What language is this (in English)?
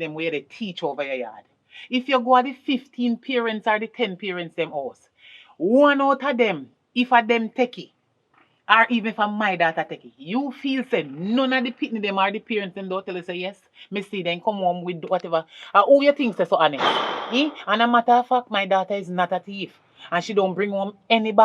Jamaican Creole English